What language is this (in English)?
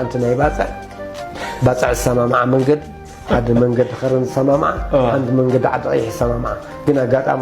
Tigrinya